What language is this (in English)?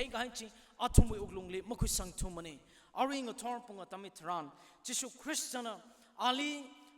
Tangkhul Naga (India)